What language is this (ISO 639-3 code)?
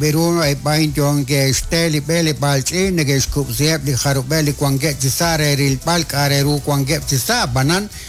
kek